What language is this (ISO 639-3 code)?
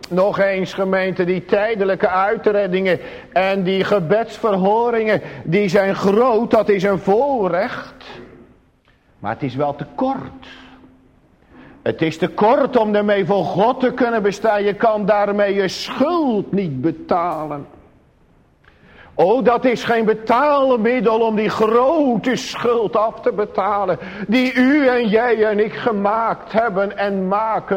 nld